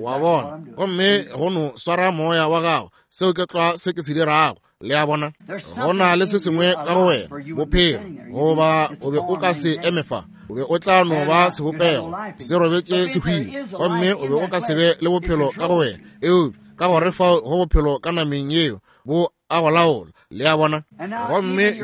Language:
Northern Sotho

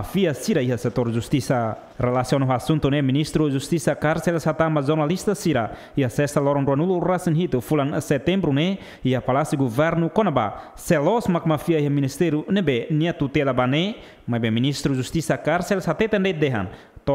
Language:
Tetum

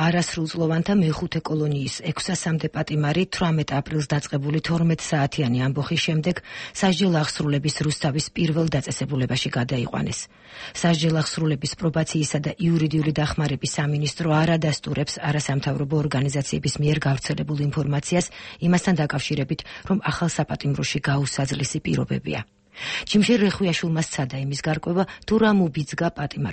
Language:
Georgian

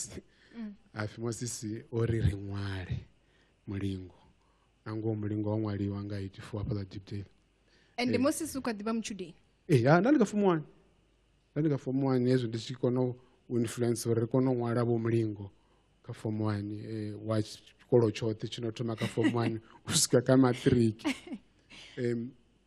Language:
Venda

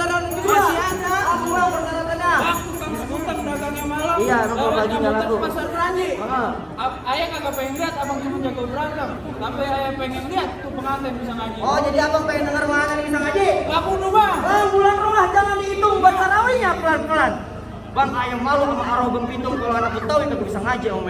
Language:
Betawi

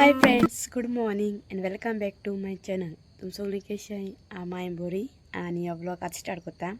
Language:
Konkani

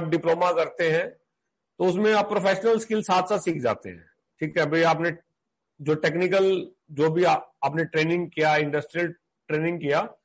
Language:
Hindi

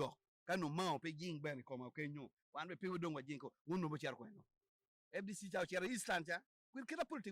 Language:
Acoli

